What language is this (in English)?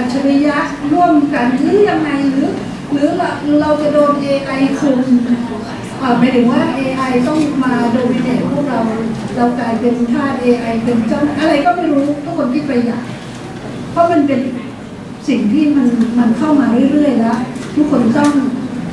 Thai